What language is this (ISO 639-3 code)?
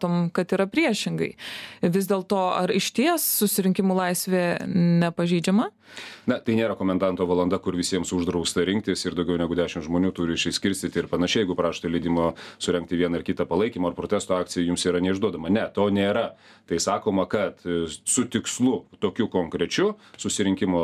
lit